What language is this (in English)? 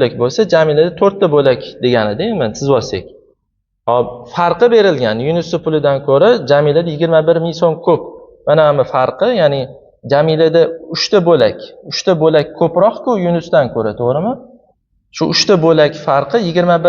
Uzbek